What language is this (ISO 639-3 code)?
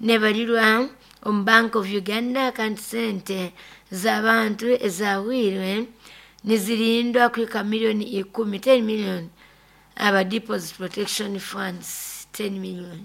nyo